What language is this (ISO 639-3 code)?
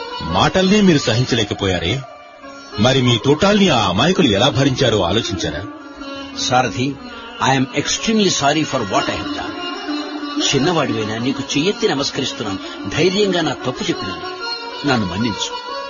tel